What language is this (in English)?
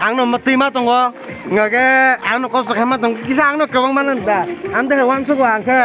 Kok Borok